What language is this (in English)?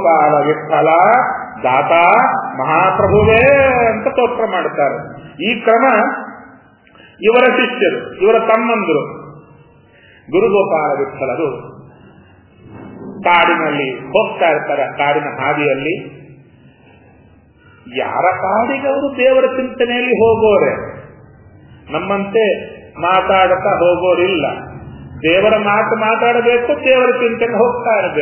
Kannada